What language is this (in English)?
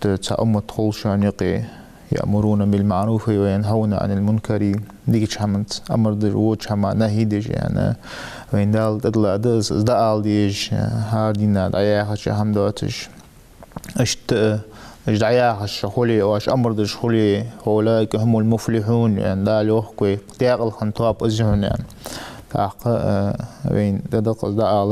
Ingush